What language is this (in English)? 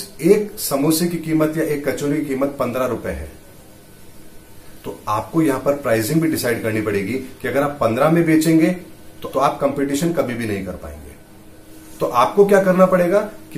Hindi